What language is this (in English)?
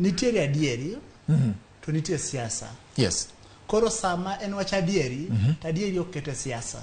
Luo (Kenya and Tanzania)